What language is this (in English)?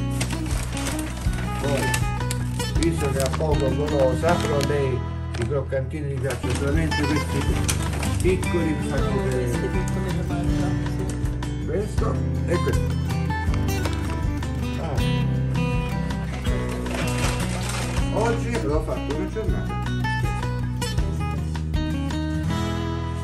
Italian